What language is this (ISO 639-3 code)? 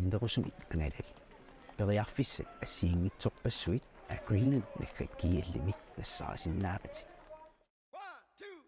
kal